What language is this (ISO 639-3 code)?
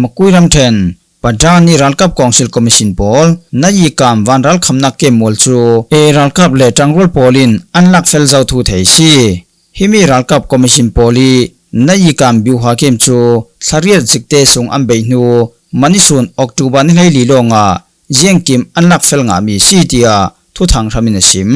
cfm